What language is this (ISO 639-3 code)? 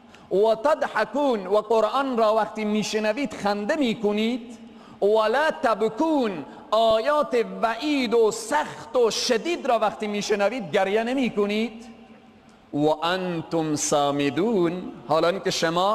fas